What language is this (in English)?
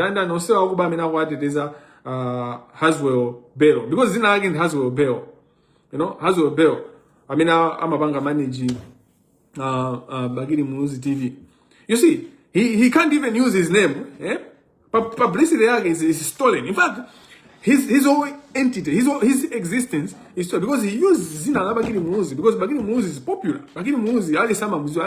Nyanja